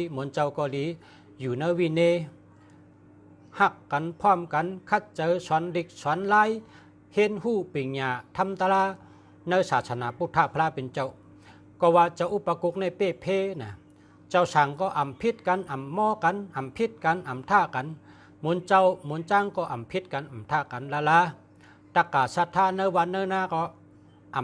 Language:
Shan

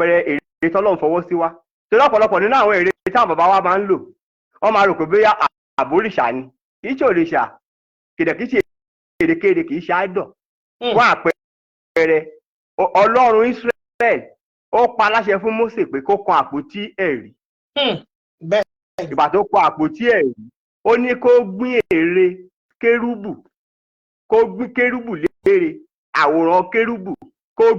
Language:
Yoruba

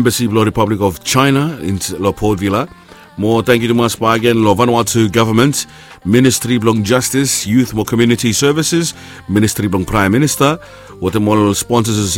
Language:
Bislama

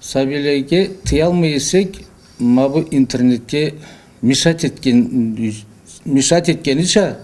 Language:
Karachay-Balkar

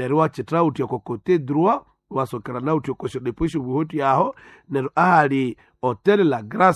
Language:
Nande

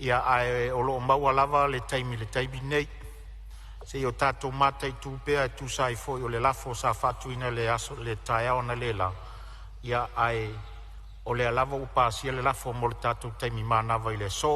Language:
Samoan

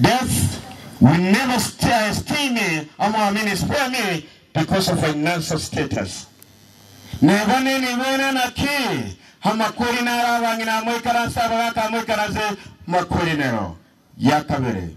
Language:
Gusii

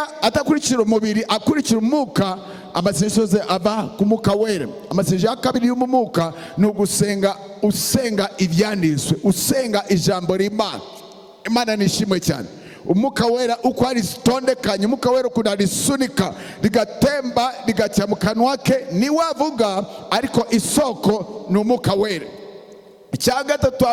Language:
Kinyarwanda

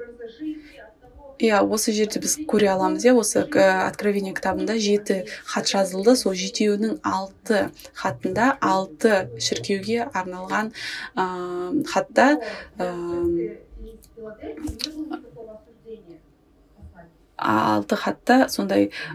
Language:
Kazakh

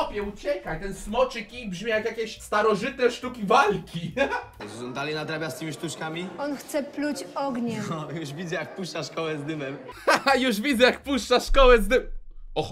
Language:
Polish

